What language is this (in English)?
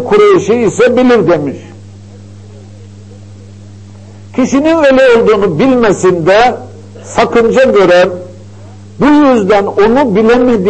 Turkish